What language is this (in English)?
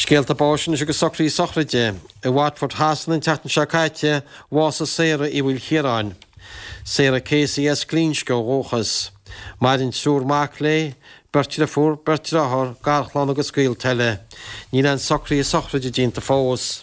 Irish